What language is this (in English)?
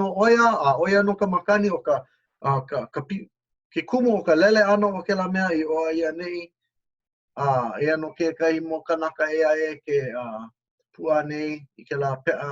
Hawaiian